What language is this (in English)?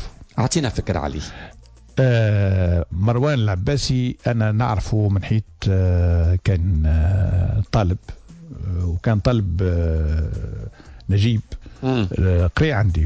Tunisian Arabic